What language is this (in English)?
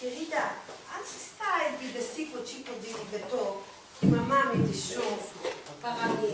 Ladino